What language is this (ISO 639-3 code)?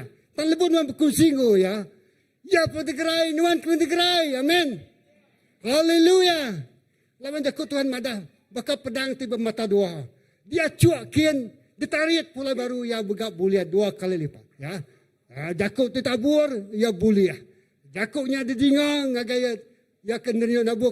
iba